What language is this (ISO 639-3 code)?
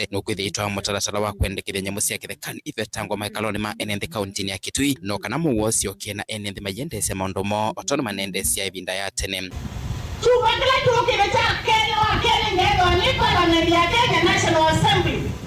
kam